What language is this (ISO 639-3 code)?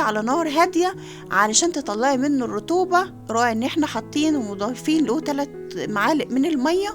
arz